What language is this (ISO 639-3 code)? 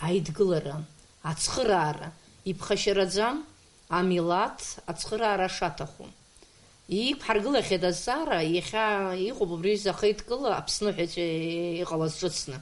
abk